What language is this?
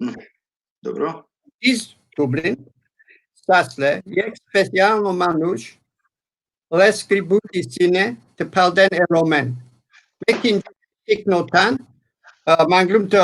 Balkan Romani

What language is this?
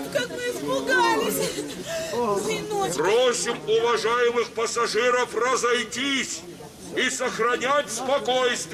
Russian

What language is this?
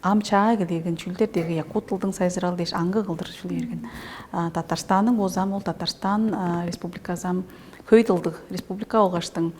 Tuvinian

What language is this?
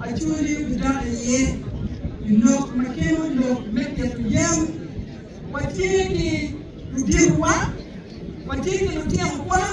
Acoli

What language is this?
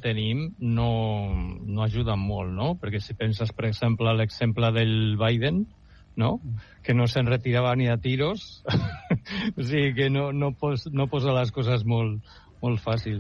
Catalan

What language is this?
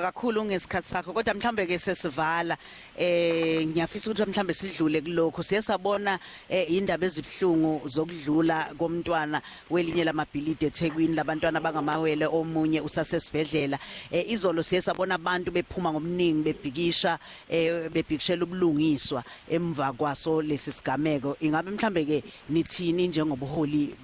Zulu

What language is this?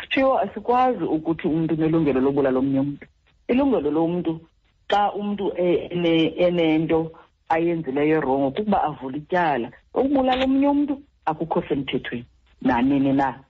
Xhosa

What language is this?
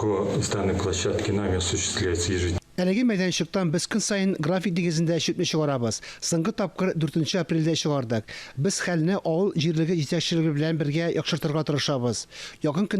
Tatar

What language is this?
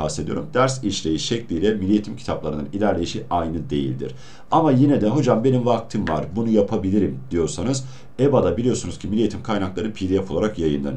Turkish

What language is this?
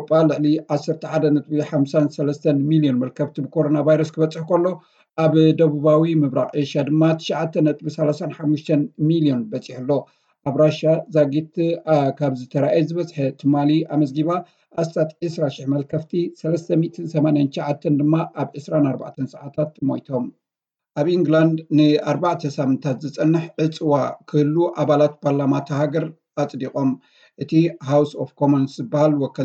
Tigrinya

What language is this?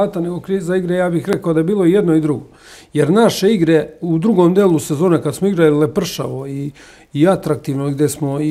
Serbian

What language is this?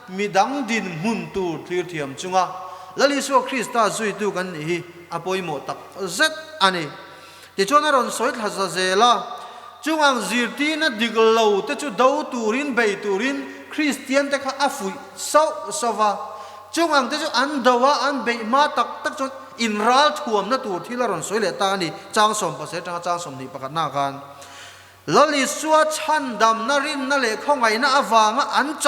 Mizo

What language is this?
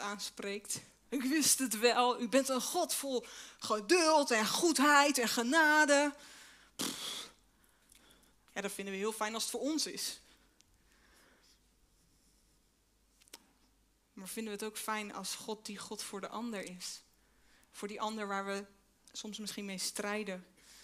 Dutch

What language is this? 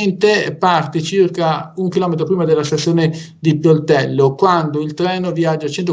Italian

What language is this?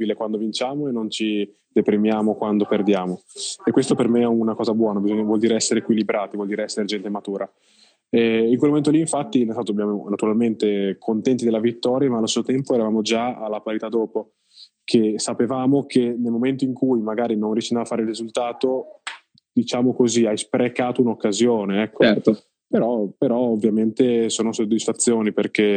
Italian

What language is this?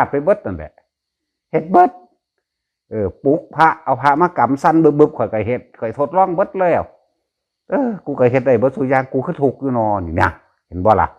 Northeastern Thai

